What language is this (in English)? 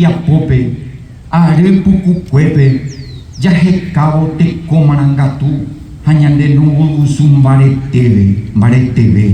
Guarani